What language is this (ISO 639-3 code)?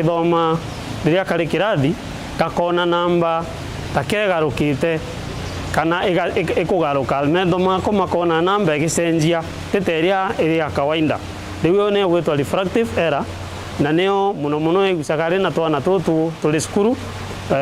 mer